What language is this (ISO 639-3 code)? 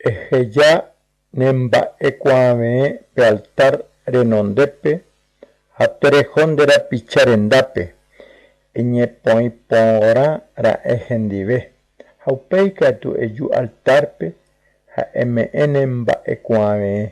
grn